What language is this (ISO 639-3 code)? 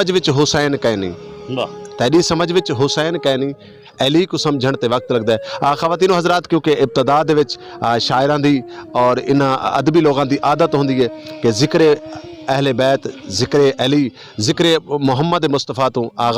lah